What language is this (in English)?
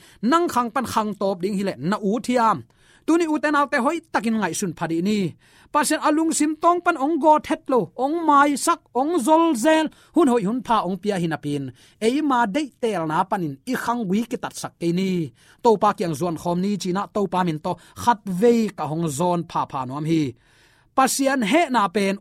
Tedim Chin